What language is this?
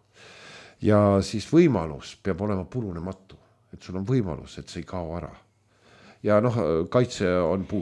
Estonian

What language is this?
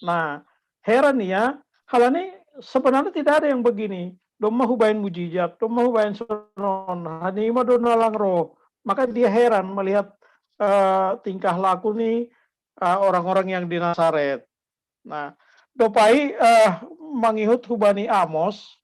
Batak Simalungun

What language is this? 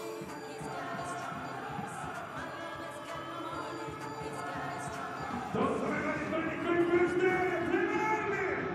Estonian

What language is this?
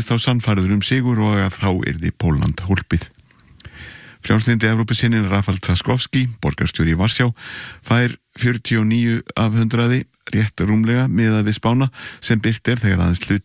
Icelandic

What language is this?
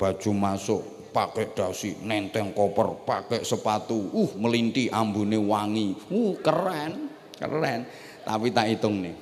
Javanese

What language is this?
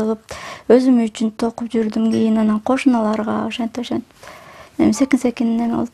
Kyrgyz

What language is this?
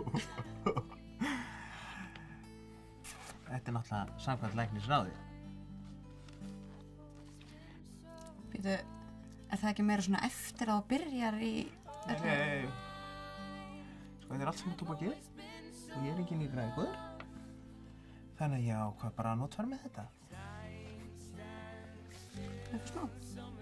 Icelandic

